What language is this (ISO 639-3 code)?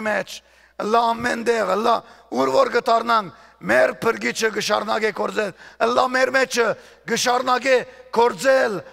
hyw